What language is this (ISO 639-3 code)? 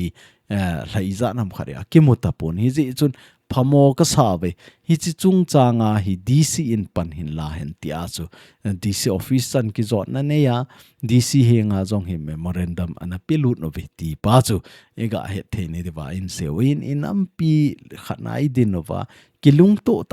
tcz